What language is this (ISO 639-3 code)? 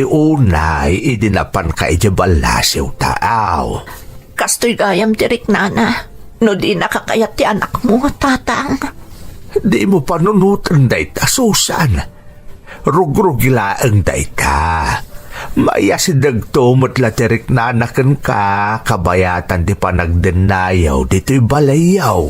ilo